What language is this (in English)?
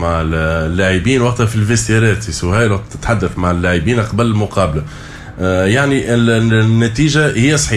Tunisian Arabic